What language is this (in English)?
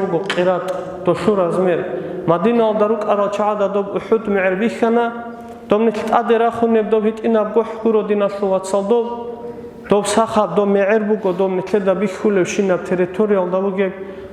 Avaric